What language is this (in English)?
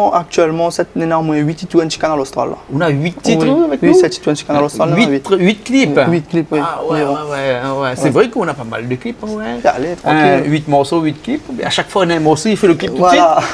Réunion Creole French